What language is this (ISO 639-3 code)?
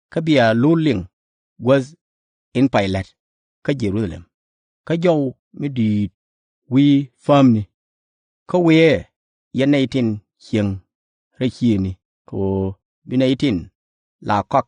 nus